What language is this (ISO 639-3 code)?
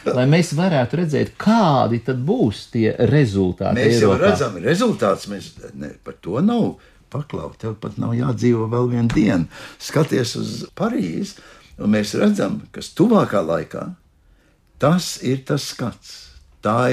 lav